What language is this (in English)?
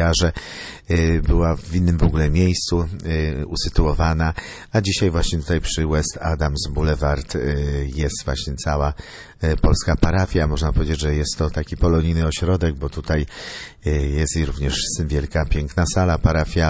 Polish